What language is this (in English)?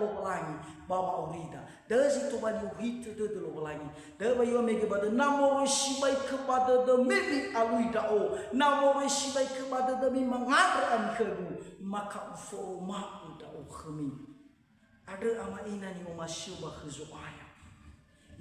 Nias